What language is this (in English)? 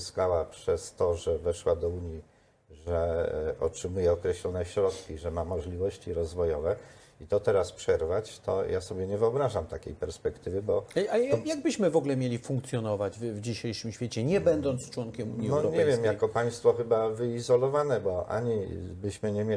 Polish